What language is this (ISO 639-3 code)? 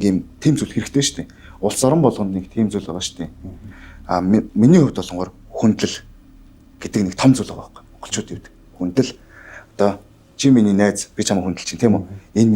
mon